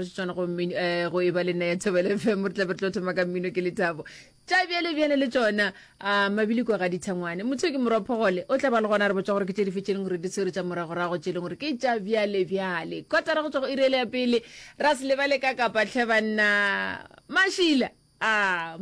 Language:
Northern Sotho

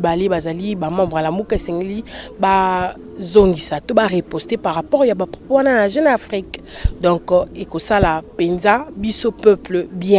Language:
Lingala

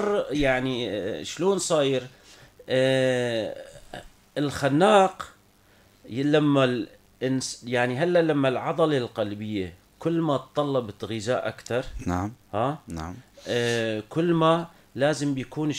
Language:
North Levantine Arabic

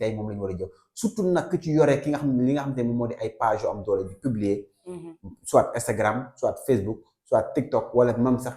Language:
Wolof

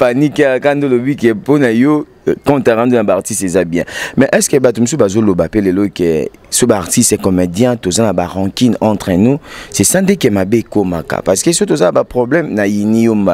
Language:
Lingala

